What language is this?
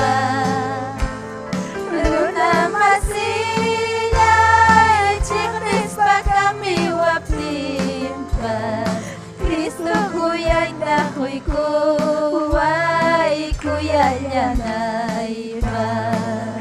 Ayacucho Quechua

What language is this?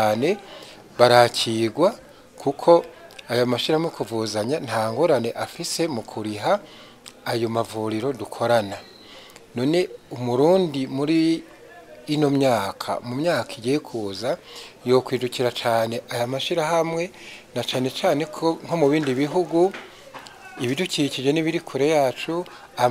Rundi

